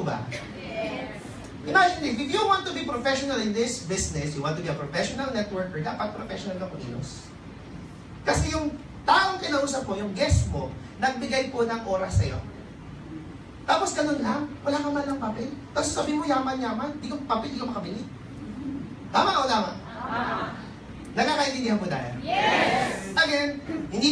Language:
Filipino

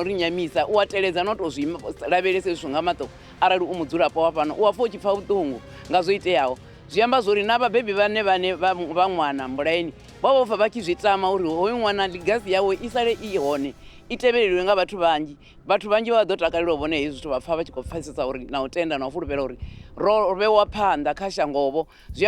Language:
Venda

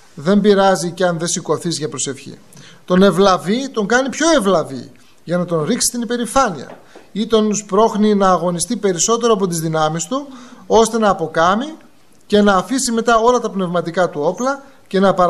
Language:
Greek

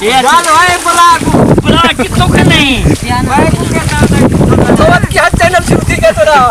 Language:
Saraiki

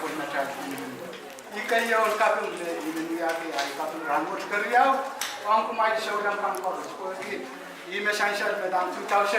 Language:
Pohnpeian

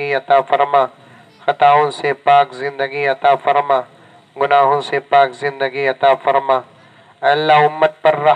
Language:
Urdu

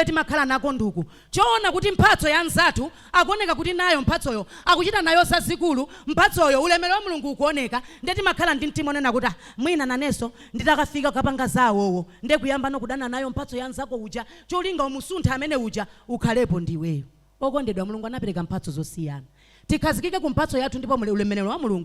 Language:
Nyanja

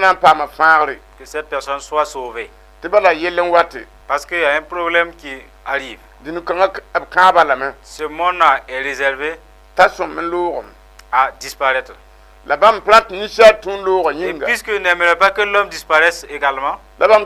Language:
Mossi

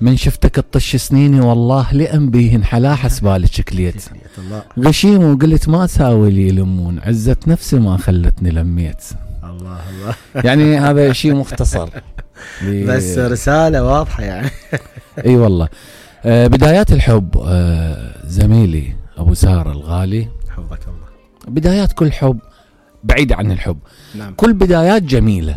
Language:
Mesopotamian Arabic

